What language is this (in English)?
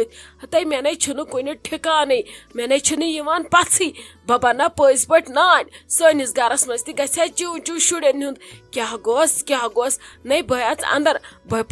Kashmiri